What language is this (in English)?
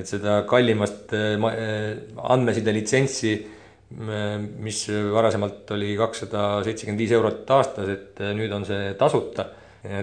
Estonian